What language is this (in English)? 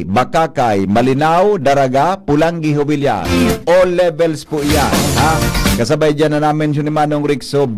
Bikol